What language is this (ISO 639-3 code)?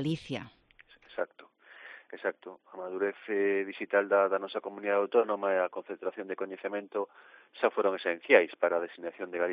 glg